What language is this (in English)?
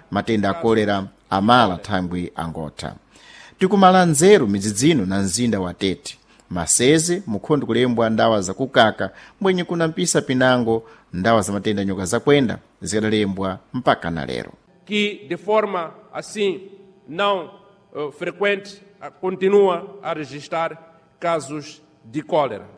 Sena